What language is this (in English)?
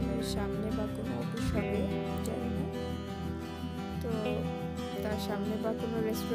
Bangla